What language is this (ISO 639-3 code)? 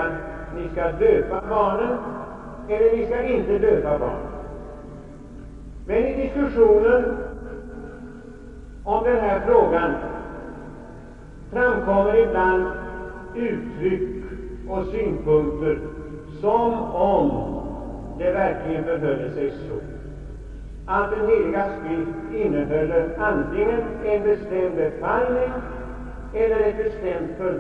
swe